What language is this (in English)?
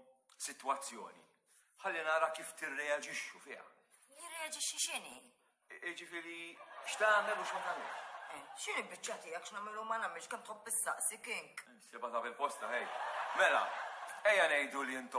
Maltese